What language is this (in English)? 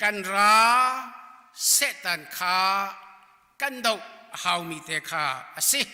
Hakha Chin